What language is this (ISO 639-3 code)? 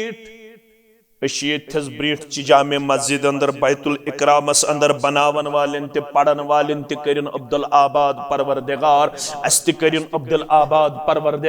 kas